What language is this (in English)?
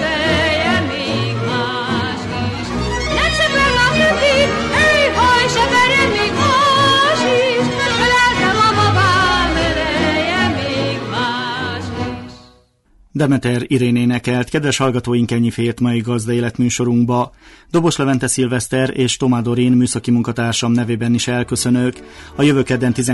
Hungarian